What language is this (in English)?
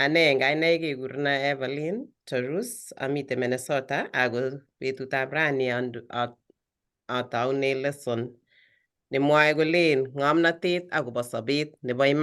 Kalenjin